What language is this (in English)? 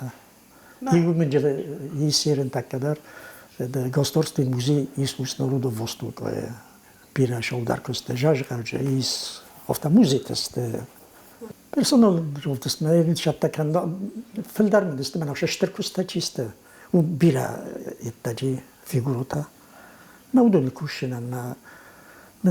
Ossetic